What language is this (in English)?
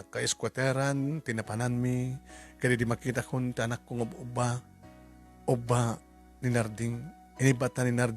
Iloko